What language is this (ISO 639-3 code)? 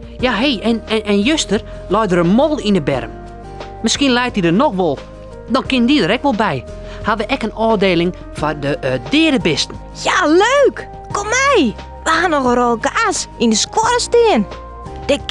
fry